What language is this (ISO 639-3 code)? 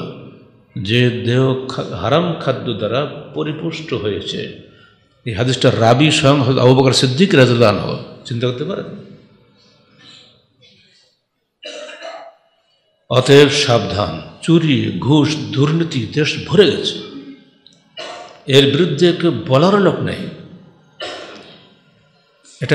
ben